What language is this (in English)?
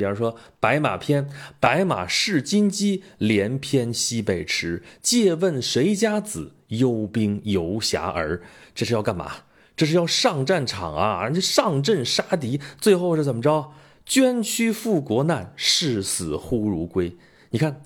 Chinese